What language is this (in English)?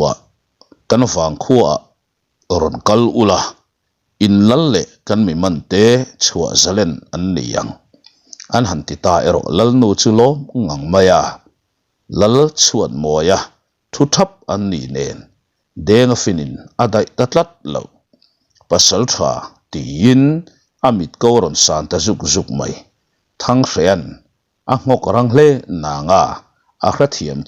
Mizo